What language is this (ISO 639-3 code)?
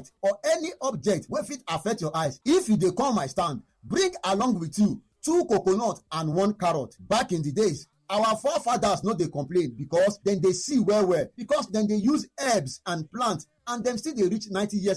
pcm